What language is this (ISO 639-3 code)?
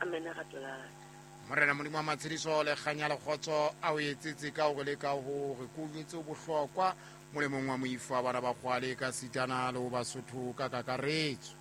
sot